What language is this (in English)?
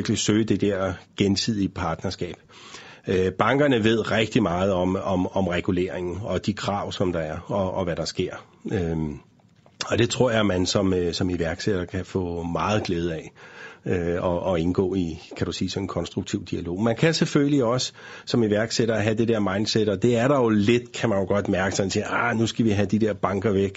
Danish